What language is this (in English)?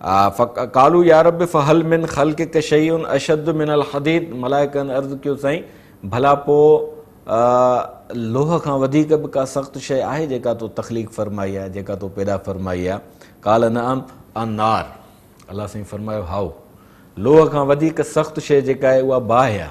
Sindhi